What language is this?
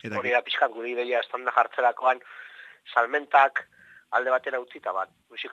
Basque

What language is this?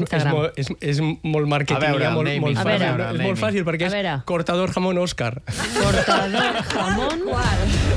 Catalan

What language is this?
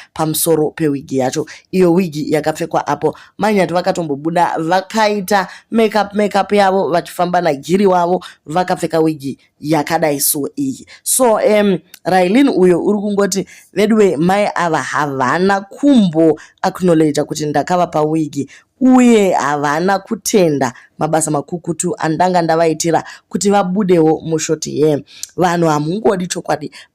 Shona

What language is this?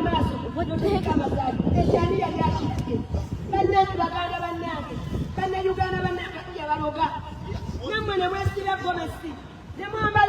Ganda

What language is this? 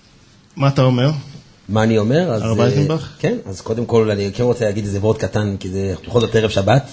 Hebrew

